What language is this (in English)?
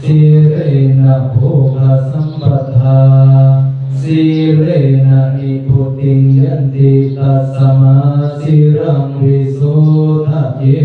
Pali